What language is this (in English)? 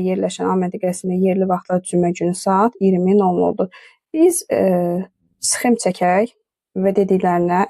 Azerbaijani